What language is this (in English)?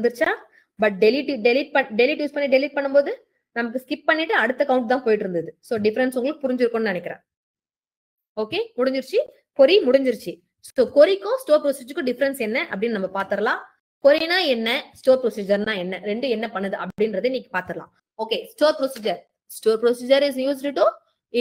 Tamil